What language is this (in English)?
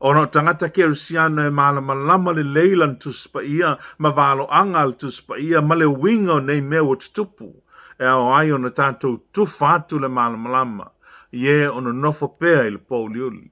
Samoan